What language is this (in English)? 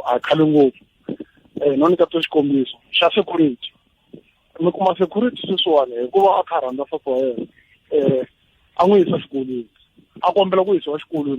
Tsonga